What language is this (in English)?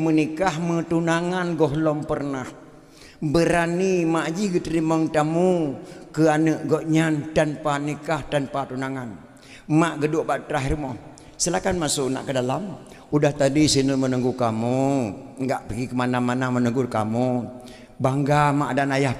Achinese